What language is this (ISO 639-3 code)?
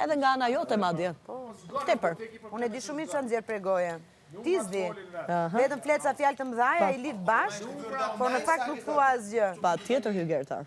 sqi